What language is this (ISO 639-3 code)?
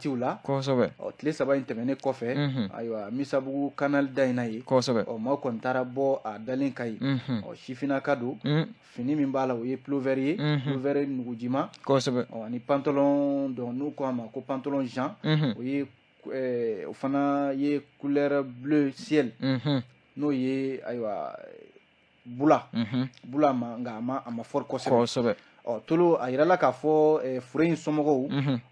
bam